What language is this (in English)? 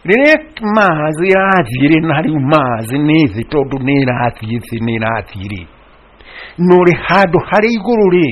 Kikuyu